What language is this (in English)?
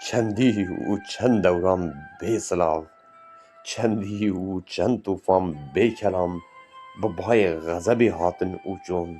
Kurdish